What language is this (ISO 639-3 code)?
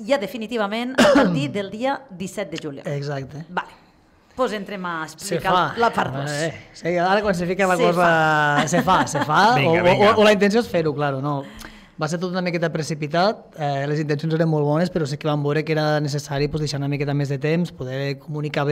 cat